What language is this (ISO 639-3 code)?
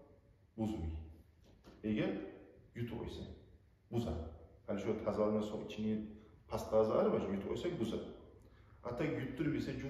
kum